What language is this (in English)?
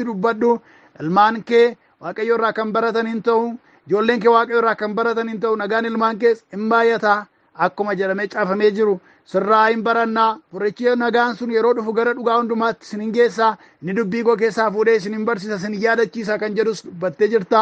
Oromo